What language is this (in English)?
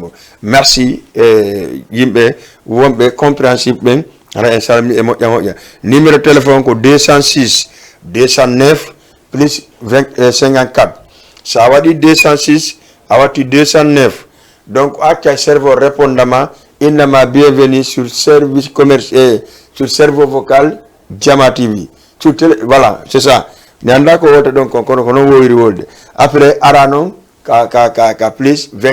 Fula